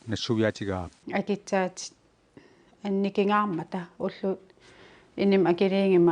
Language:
Kalaallisut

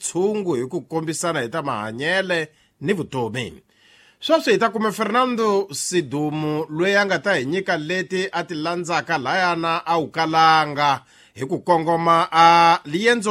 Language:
Tsonga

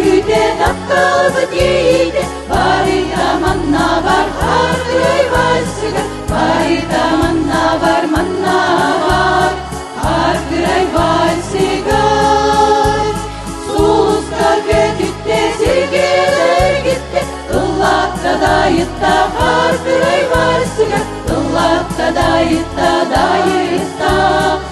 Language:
Yakut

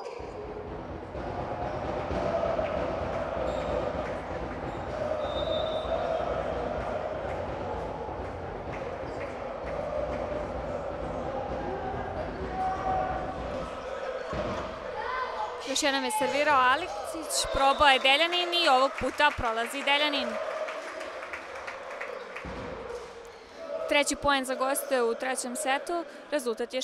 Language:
Serbian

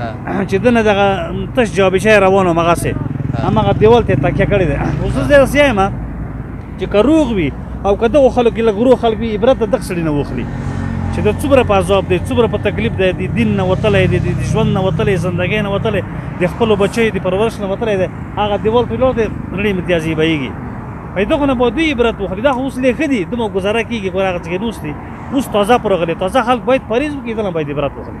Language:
Pashto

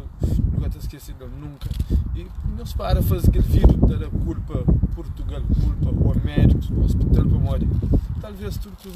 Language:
Kabuverdianu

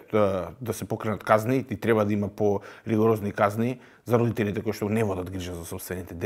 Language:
Macedonian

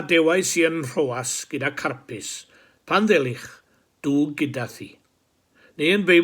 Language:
Welsh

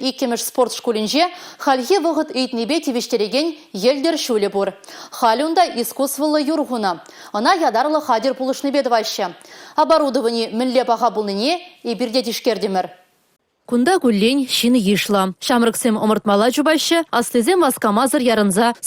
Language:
Chuvash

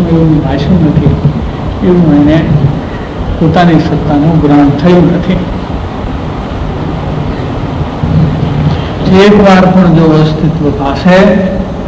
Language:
Gujarati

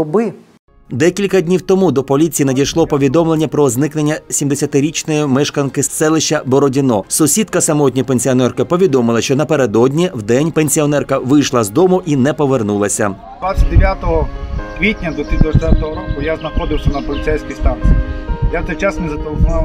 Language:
Ukrainian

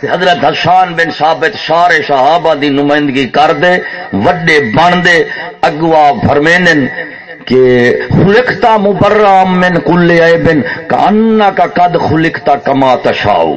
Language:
Saraiki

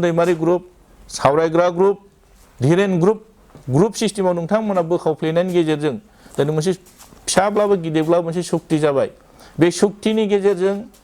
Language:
Bodo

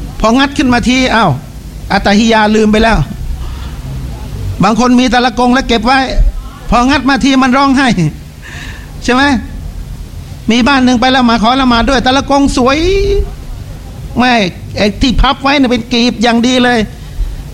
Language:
Thai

